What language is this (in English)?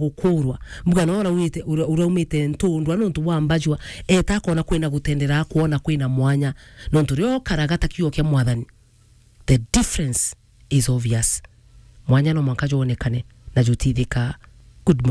Meru